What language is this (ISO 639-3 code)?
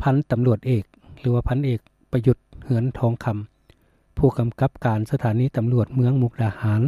lao